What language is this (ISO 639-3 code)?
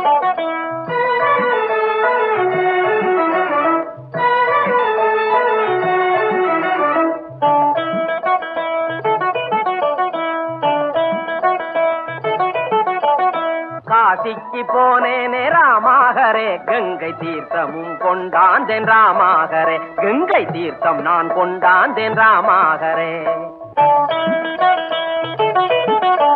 tam